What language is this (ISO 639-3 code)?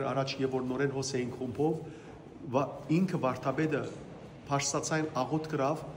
hyw